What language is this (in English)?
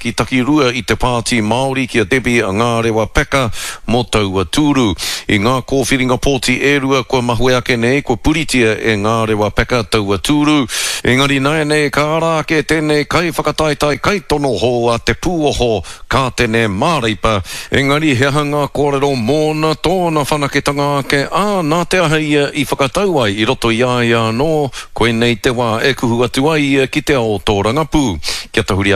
Māori